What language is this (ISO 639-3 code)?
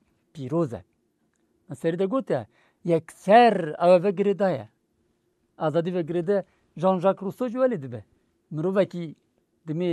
kur